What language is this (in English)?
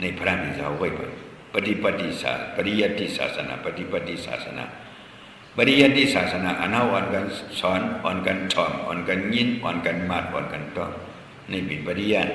Shan